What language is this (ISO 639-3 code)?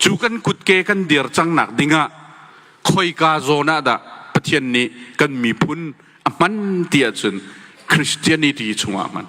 cnh